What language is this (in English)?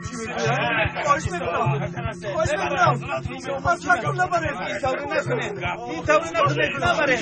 Tajik